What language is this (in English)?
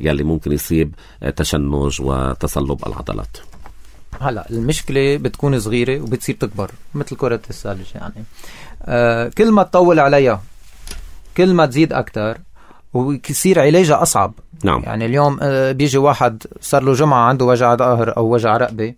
North Levantine Arabic